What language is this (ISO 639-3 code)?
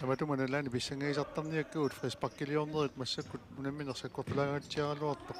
kal